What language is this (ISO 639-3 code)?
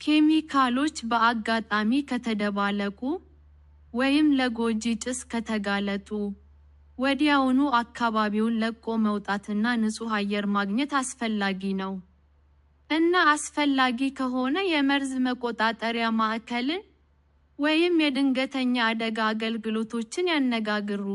amh